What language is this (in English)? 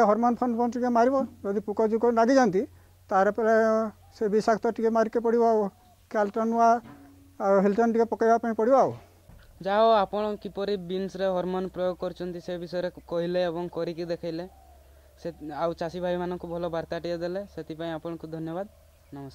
Odia